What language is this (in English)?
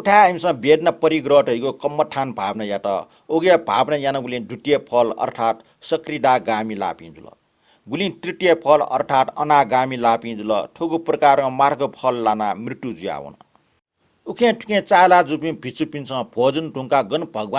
Newari